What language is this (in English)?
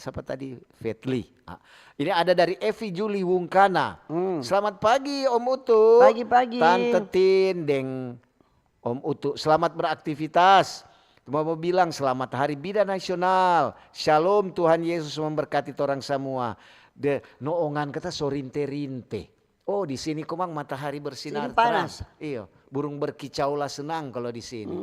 Manado Malay